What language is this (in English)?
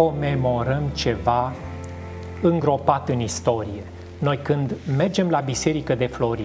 Romanian